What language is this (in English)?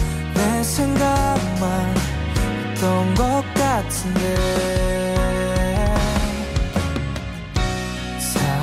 Korean